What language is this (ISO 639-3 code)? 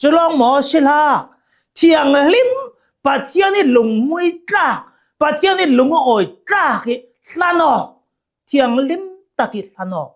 cnh